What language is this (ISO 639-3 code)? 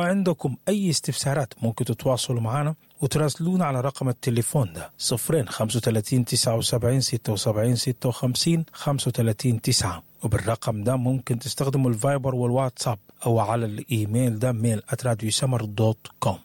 apd